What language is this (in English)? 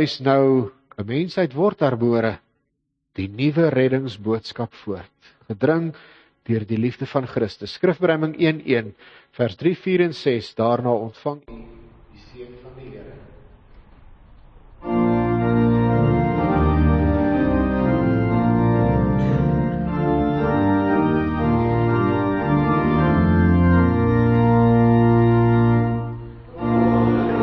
Afrikaans